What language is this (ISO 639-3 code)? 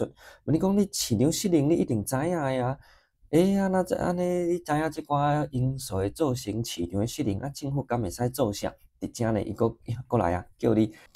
nan